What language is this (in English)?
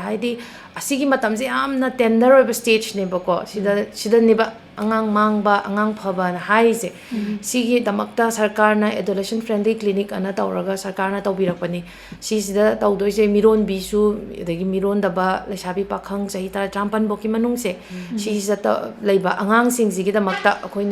Manipuri